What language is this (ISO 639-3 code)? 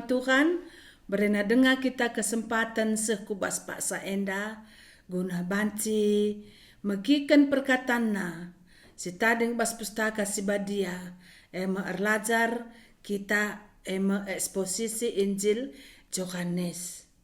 btx